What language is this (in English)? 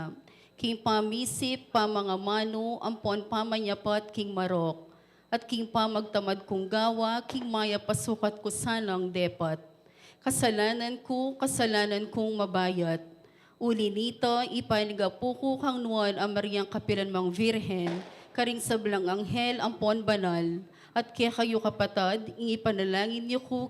Pampanga